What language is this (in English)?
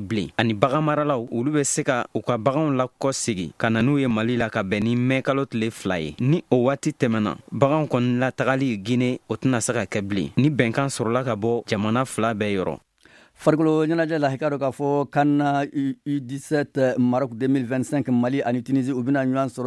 Bambara